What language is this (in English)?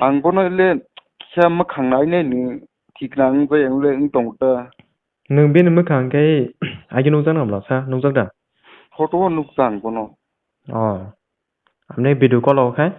Kok Borok